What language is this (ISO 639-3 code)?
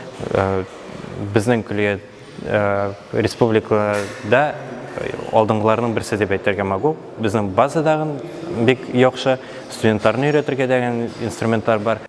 tat